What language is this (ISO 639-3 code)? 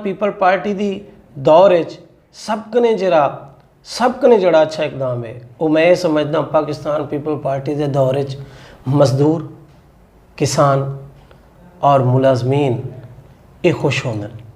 skr